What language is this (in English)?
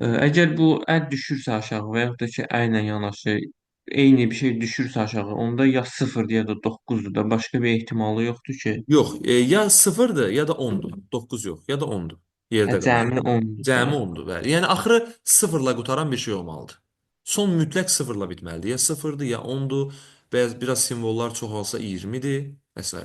Azerbaijani